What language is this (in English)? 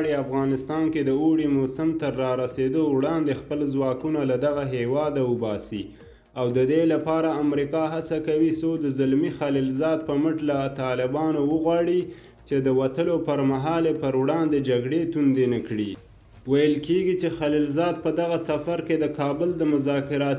Pashto